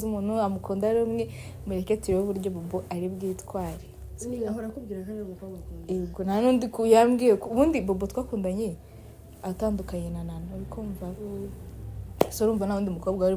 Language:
Kinyarwanda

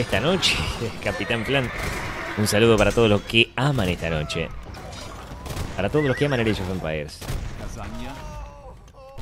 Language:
Spanish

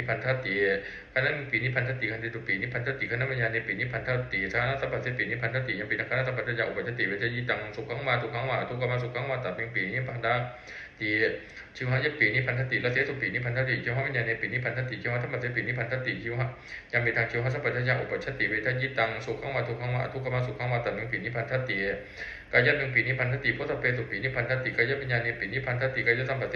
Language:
Pali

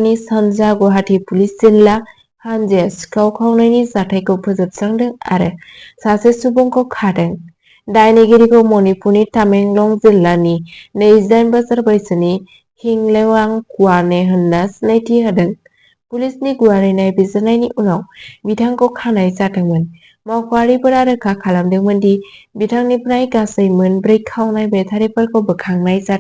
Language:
Bodo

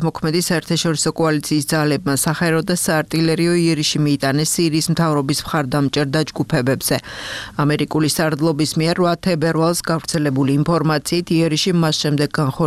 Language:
Georgian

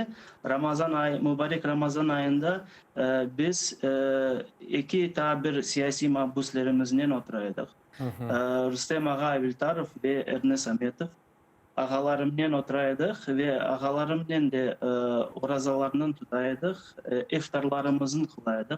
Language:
Crimean Tatar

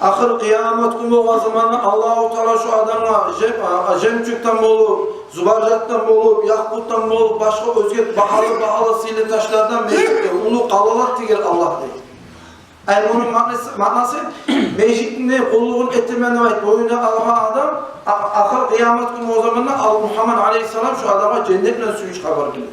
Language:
Kumyk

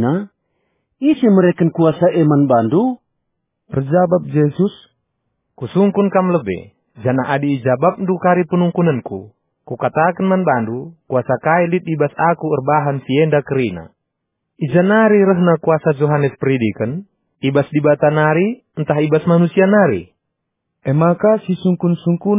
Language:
Batak Karo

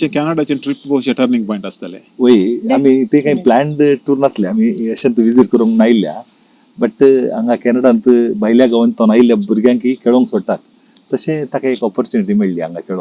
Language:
Konkani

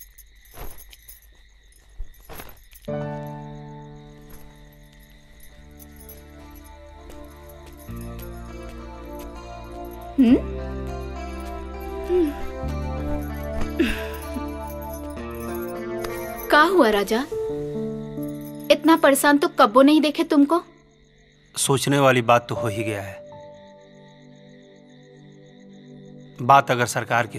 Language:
Bhojpuri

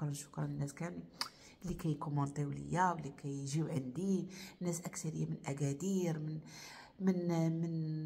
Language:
Moroccan Arabic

